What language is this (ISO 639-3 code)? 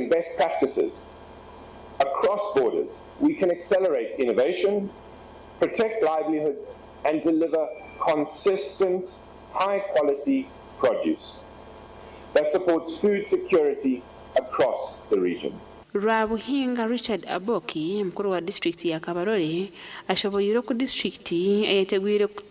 nyn